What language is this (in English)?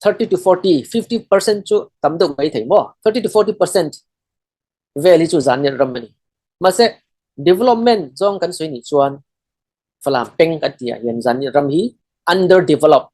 Falam Chin